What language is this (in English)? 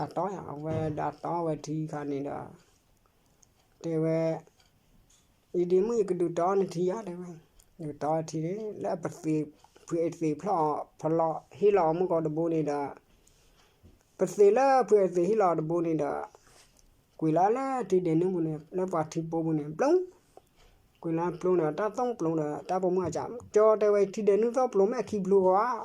S'gaw Karen